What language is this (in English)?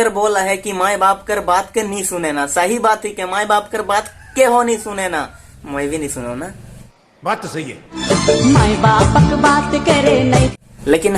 Sadri